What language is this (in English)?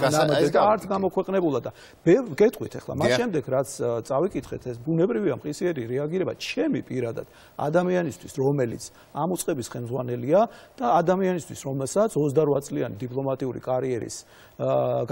Georgian